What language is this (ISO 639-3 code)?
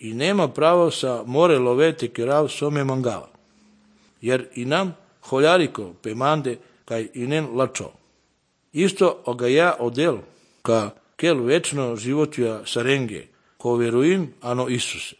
srp